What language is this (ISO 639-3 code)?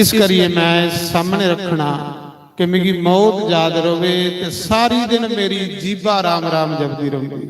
doi